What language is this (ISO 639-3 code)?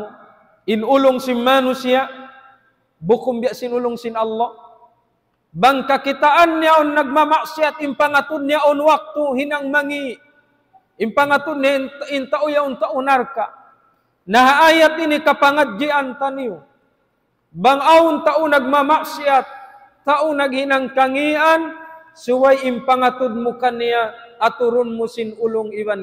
tsg